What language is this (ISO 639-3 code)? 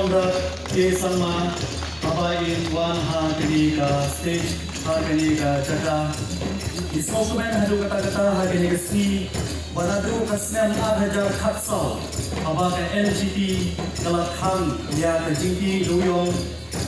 kha